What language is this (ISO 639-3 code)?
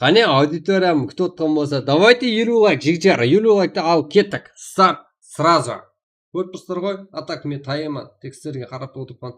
kaa